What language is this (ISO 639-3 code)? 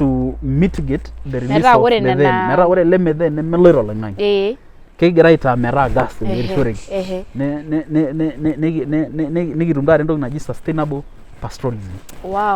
mas